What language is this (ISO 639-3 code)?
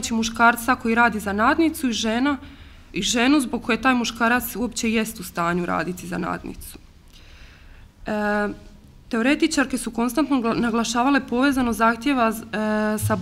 hrv